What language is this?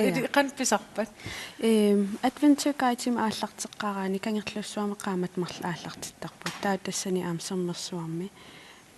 Kalaallisut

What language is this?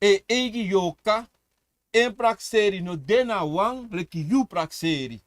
Sranan Tongo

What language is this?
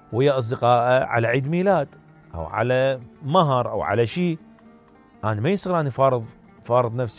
Mesopotamian Arabic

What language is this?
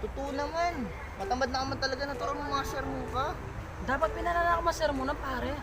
Pampanga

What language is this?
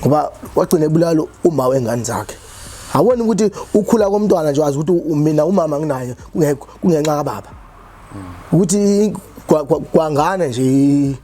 Zulu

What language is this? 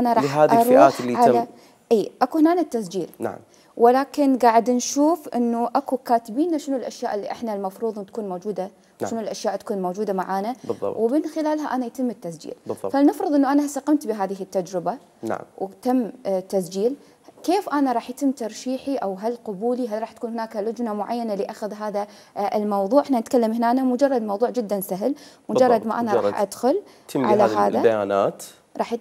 Mesopotamian Arabic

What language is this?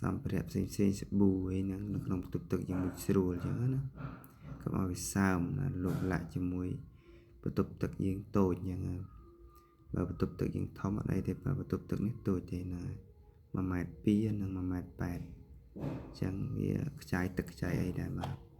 Khmer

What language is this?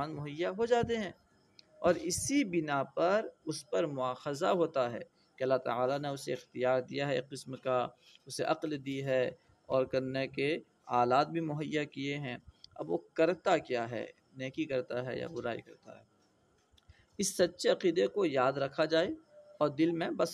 Urdu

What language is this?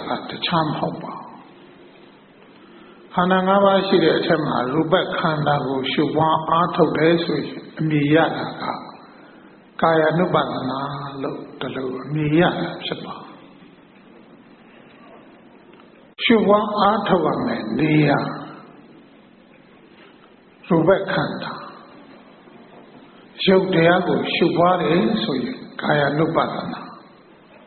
Burmese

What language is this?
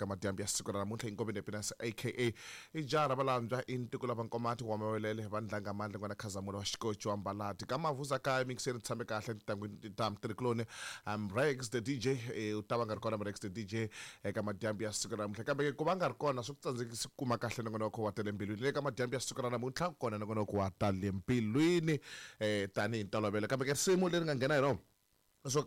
Tsonga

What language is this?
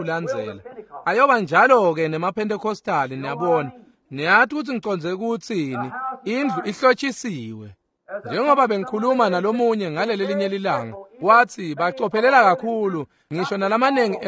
Swati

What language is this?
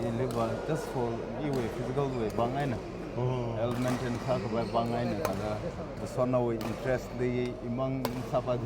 Tangkhul Naga (India)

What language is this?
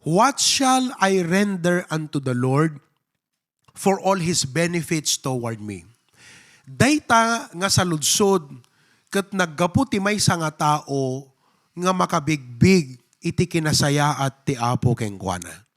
Iloko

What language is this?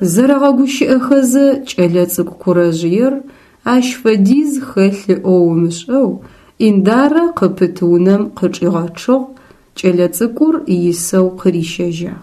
Adyghe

